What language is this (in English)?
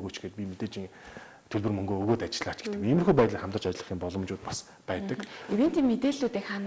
Mongolian